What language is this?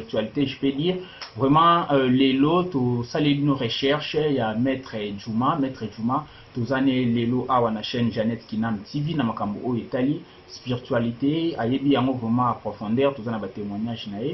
Lingala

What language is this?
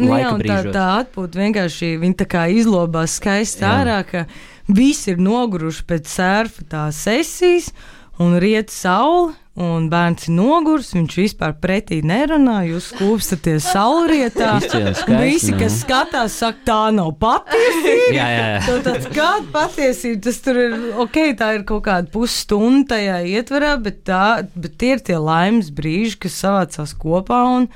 Latvian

